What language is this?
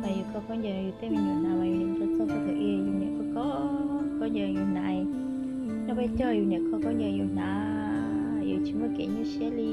Hmong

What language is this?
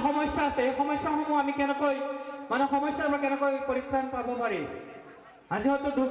Assamese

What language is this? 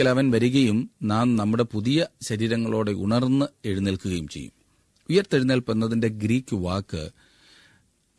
Malayalam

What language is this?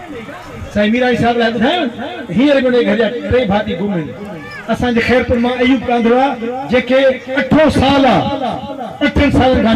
Sindhi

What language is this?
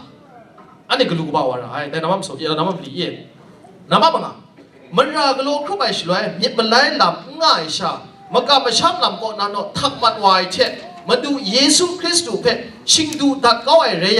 Kachin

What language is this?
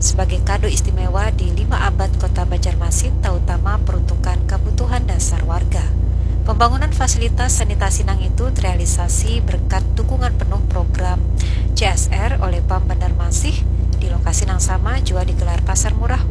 Banjar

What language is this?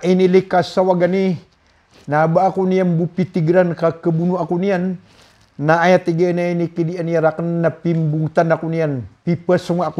Maranao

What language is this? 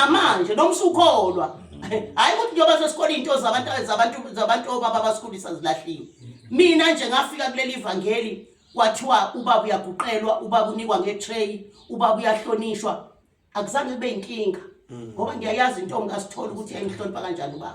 Zulu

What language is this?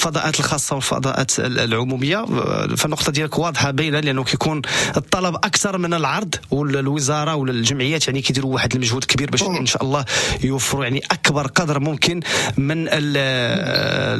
Moroccan Arabic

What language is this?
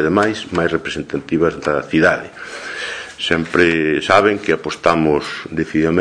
Galician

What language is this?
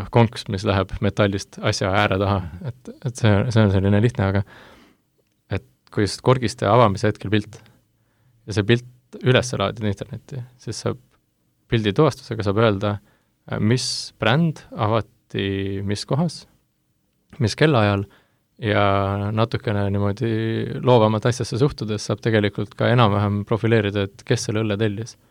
Estonian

